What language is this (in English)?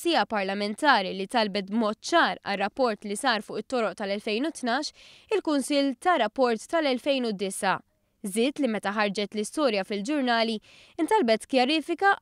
Maltese